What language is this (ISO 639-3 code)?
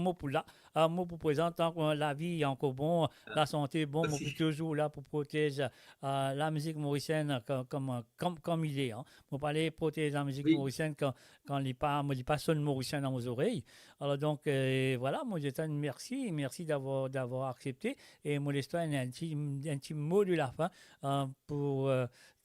mfe